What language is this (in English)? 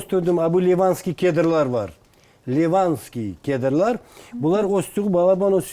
Crimean Tatar